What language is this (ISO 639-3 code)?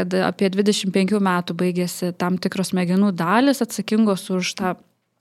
lit